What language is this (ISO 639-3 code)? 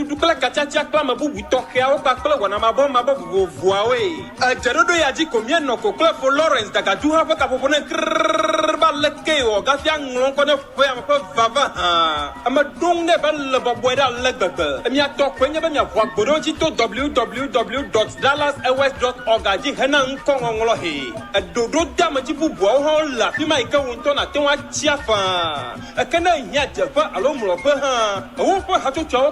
ewe